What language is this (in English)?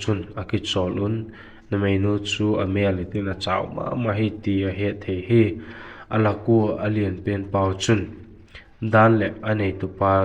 Vaiphei